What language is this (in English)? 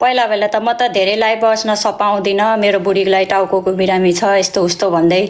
Nepali